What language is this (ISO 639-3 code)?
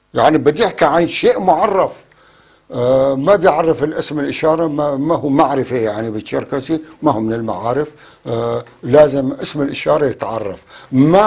apc